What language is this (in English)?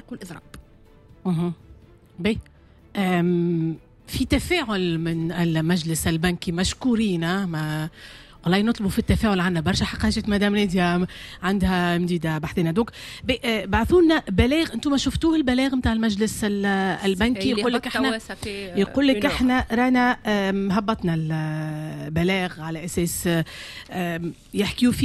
Tunisian Arabic